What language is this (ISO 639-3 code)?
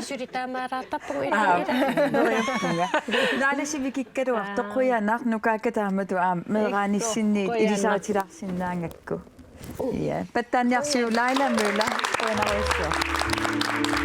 kal